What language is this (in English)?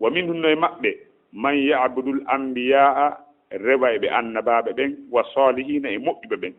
Fula